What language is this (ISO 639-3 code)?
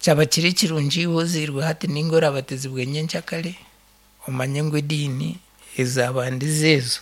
nyn